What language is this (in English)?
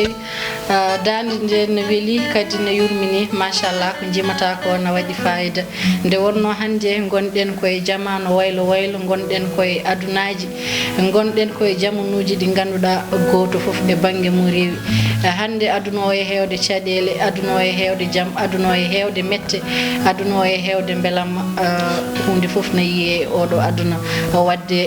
Fula